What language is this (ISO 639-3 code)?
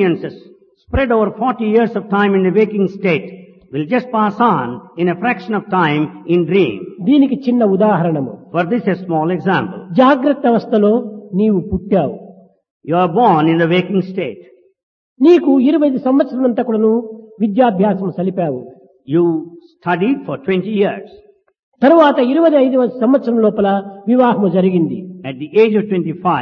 tel